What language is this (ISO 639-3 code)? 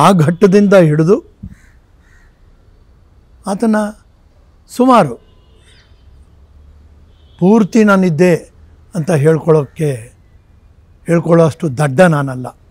kan